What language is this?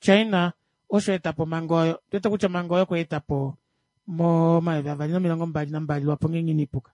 Kuanyama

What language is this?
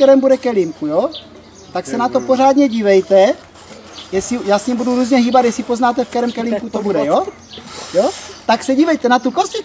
Czech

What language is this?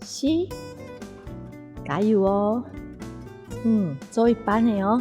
Hakka Chinese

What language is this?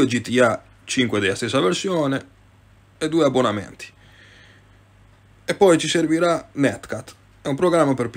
Italian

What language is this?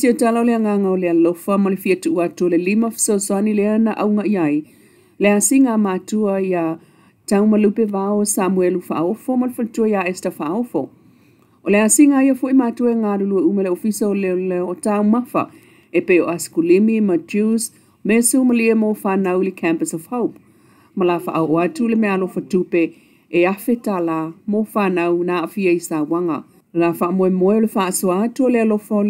Samoan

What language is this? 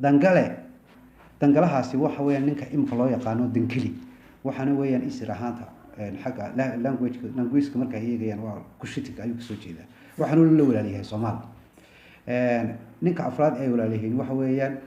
Somali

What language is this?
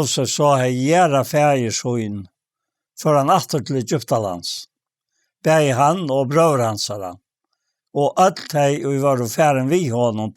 Faroese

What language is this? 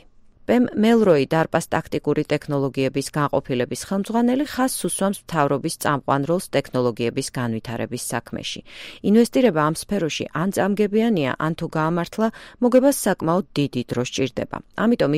Georgian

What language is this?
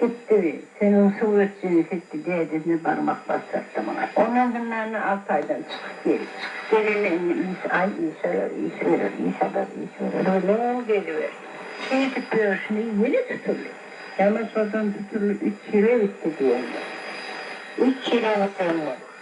Turkmen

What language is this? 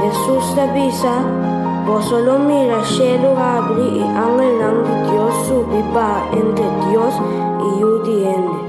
Papiamento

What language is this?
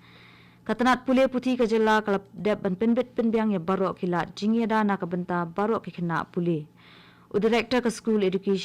Khasi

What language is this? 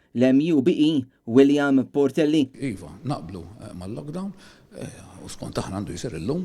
Maltese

